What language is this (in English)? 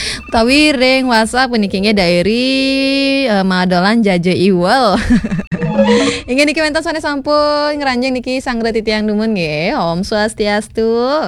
Balinese